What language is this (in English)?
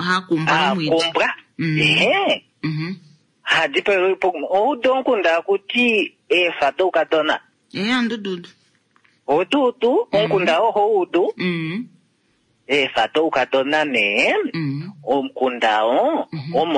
Kuanyama